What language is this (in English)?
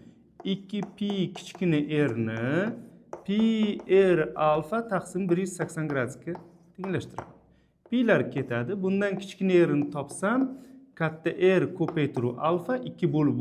Uzbek